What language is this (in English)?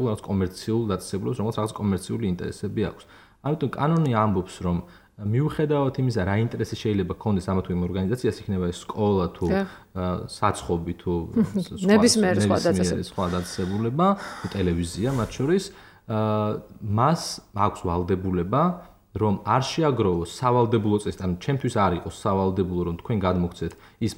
Georgian